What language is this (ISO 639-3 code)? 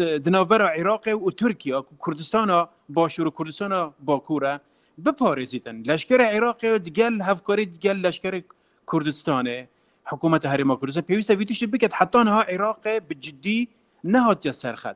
kur